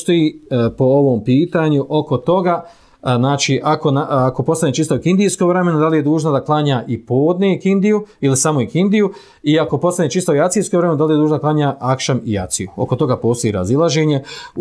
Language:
Bosnian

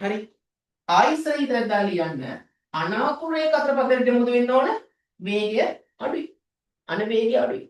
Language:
Sinhala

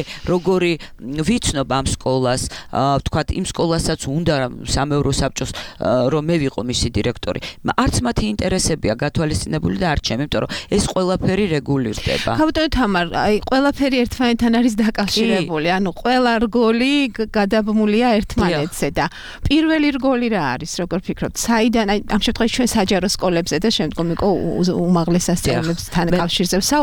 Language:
Georgian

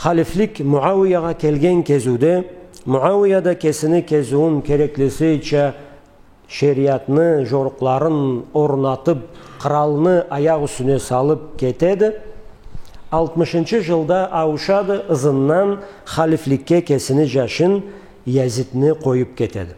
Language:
Karachay-Balkar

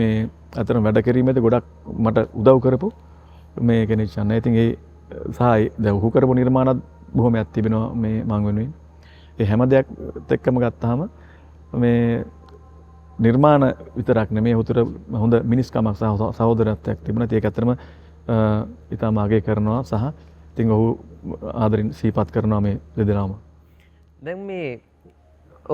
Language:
Sinhala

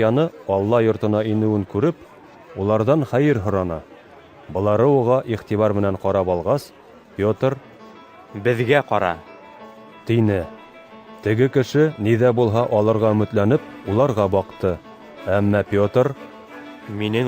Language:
Bashkir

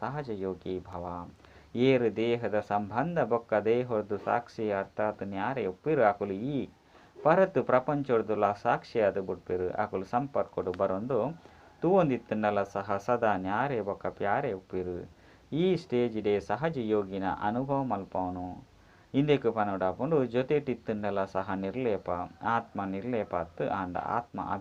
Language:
Tulu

